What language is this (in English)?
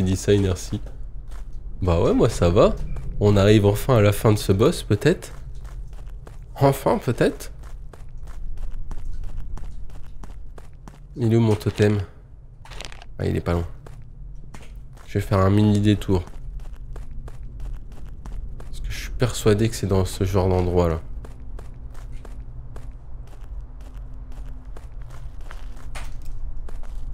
French